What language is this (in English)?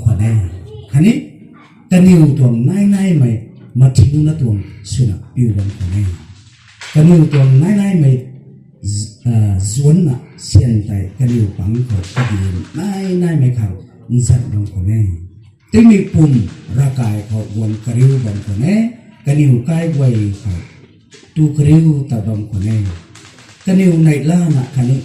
Rongmei Naga